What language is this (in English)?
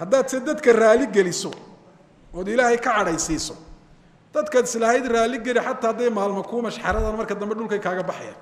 Somali